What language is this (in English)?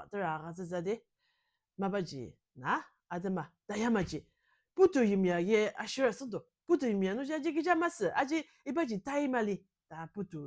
Ao Naga